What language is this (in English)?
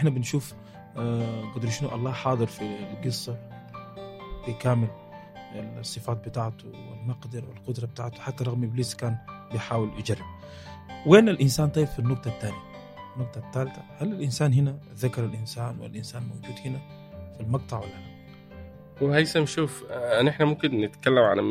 Egyptian Arabic